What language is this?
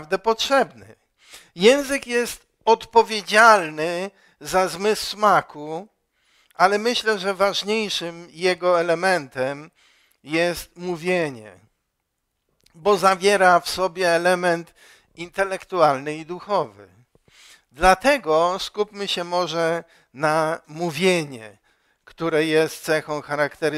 Polish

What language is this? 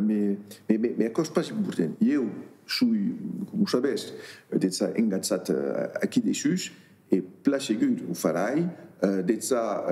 Occitan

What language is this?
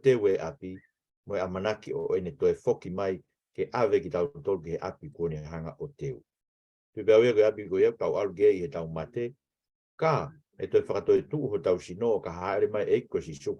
Tongan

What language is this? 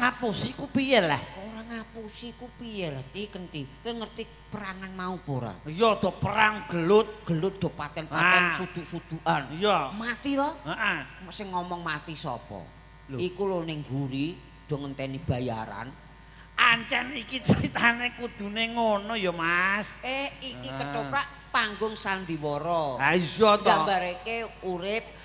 Javanese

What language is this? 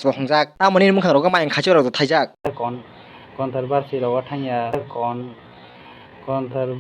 Kok Borok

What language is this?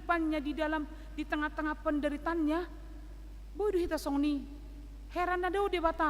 Batak Toba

